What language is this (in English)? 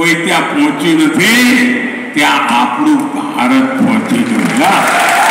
Gujarati